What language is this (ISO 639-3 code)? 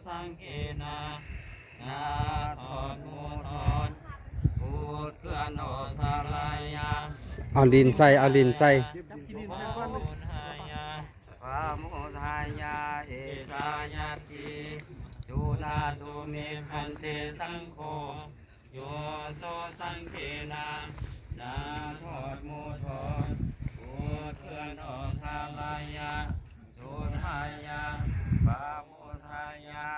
pli